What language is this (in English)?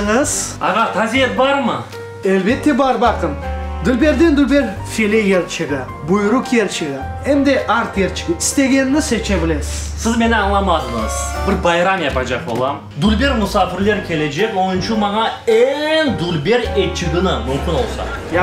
Crimean Tatar